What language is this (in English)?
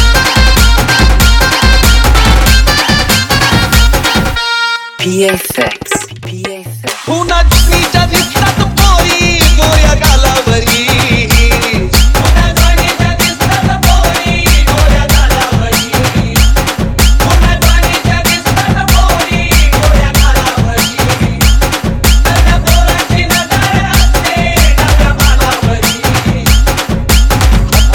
Marathi